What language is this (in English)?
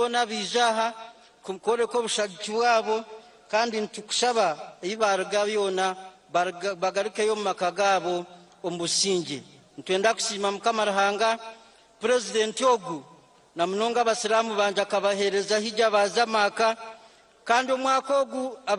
Nyankole